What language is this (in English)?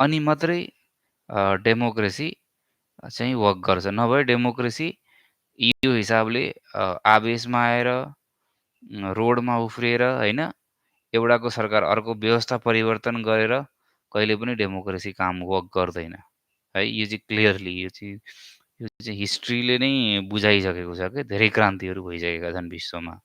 Nepali